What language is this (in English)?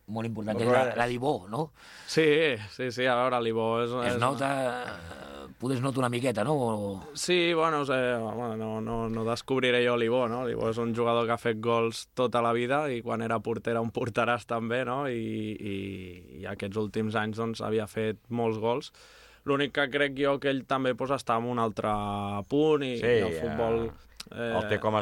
Catalan